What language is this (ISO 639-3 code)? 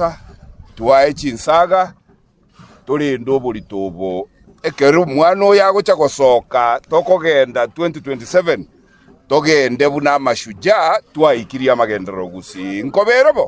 guz